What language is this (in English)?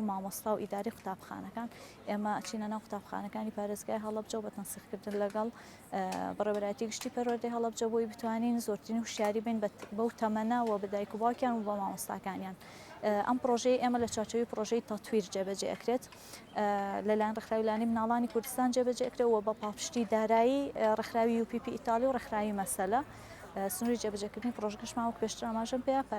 Central Kurdish